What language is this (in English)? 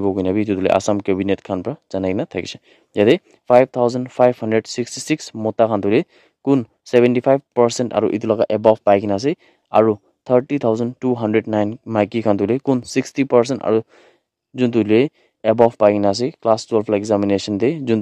Naga Pidgin